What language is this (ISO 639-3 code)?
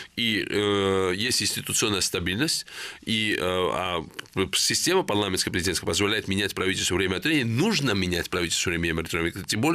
rus